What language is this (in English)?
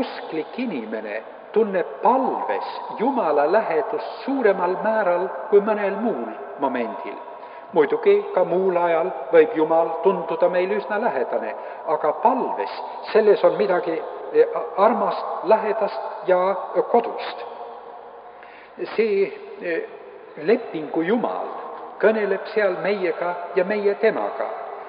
Estonian